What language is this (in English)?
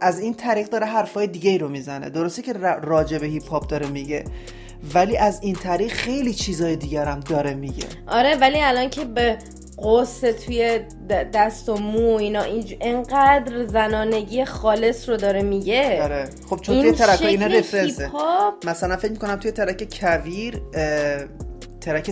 Persian